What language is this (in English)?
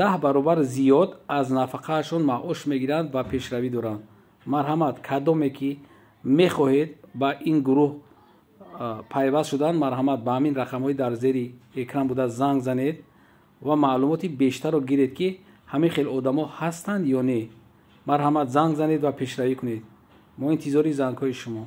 Tajik